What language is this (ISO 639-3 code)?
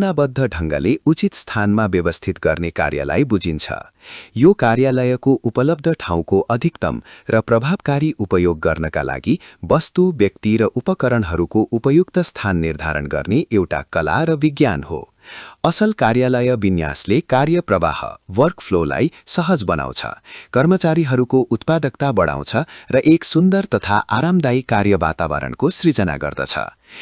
nep